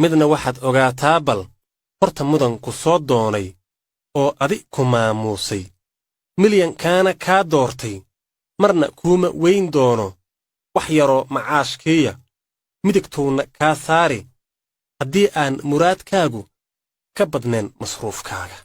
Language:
Somali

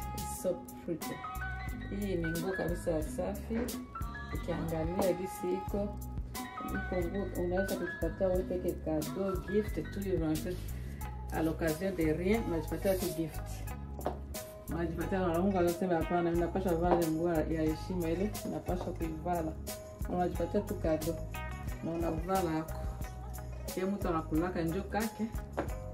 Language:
Swahili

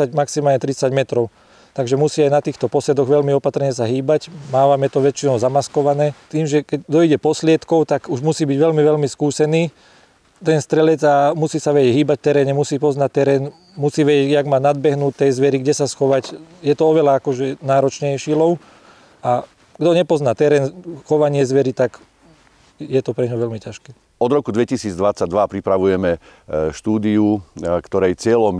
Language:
Slovak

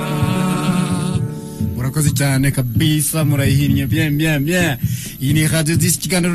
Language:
Kinyarwanda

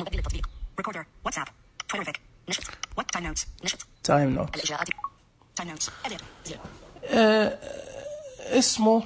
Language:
Najdi Arabic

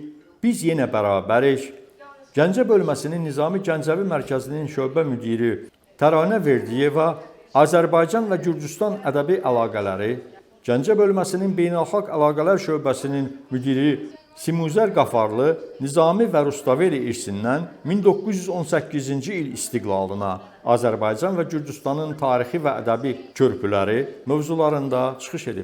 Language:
Azerbaijani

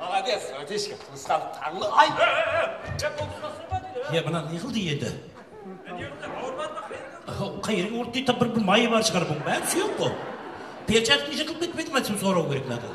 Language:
Kara-Kalpak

